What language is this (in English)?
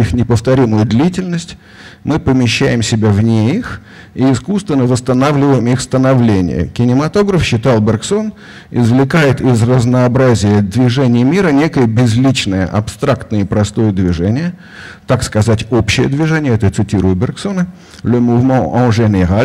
Russian